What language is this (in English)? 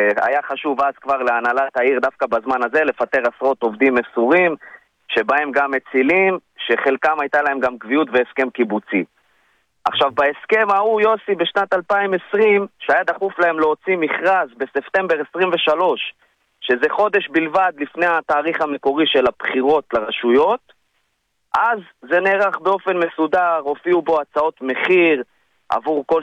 Hebrew